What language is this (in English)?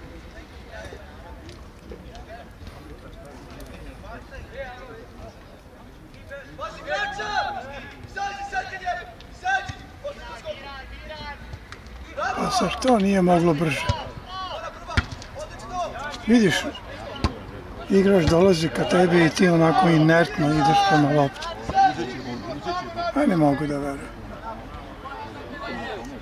Serbian